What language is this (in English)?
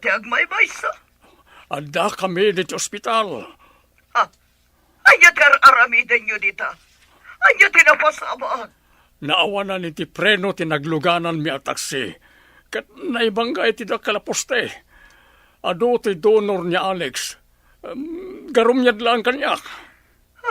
Iloko